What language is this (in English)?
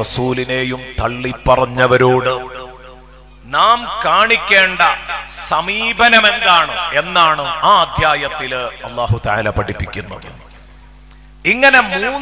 Malayalam